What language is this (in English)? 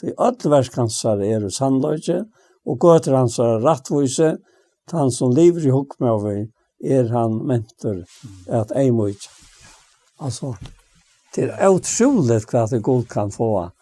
Faroese